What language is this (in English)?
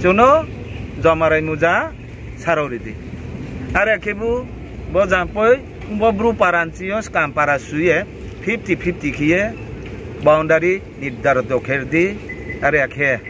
Riang (India)